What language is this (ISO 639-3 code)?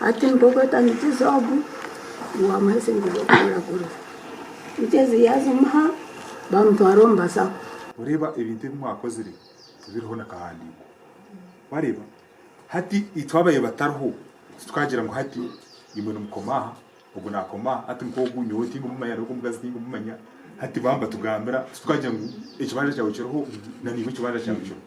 nyn